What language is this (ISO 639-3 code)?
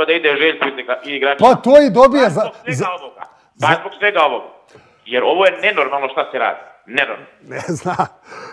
srp